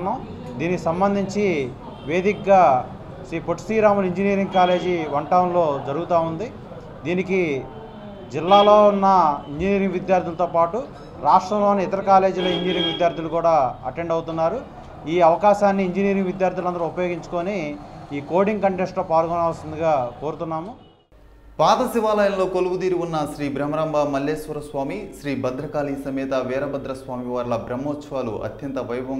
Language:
Telugu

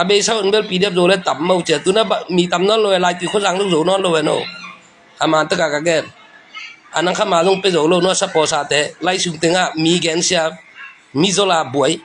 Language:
Tedim Chin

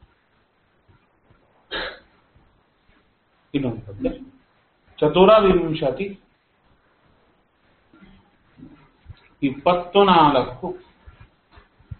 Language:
Kannada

